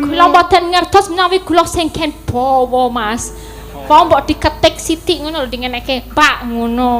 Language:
Javanese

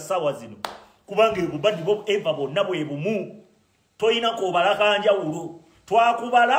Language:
Ganda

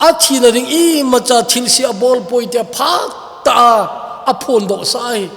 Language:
Thado Chin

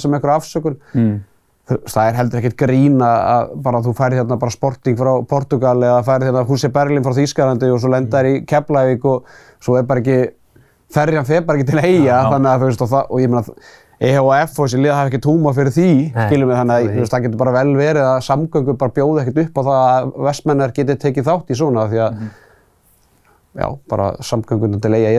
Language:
Icelandic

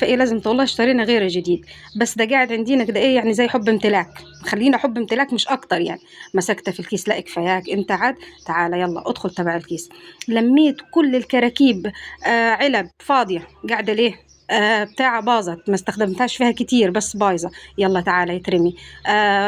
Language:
Egyptian Arabic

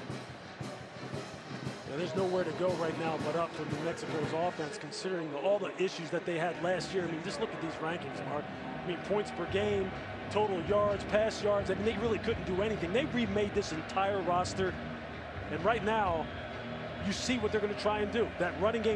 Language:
English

